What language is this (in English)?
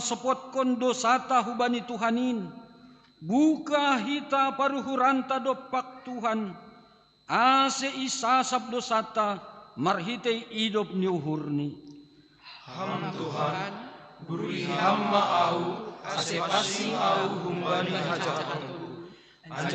Batak Simalungun